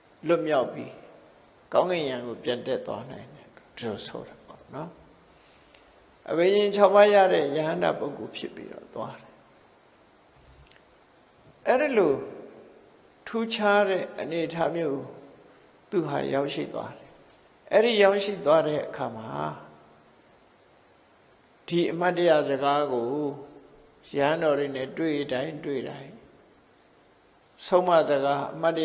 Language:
Burmese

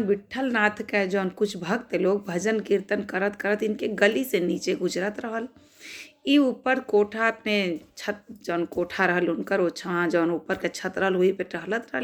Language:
Bhojpuri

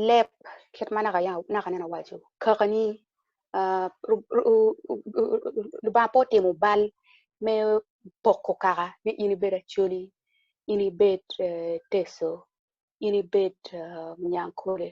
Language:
Acoli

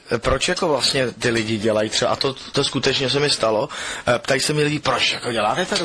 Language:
Czech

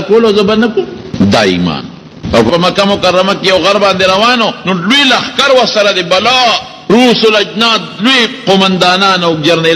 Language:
Pashto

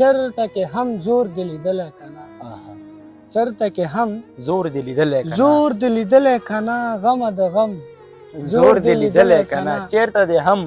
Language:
Pashto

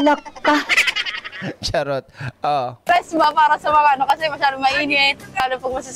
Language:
Filipino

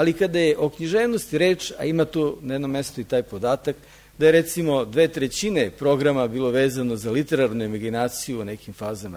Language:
Serbian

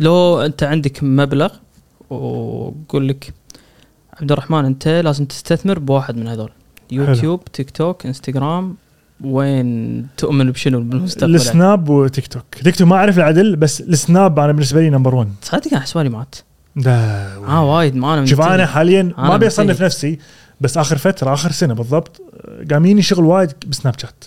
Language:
Gulf Arabic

